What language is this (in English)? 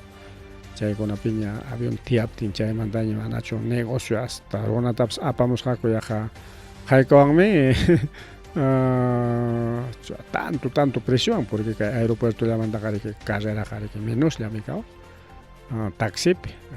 Ayacucho Quechua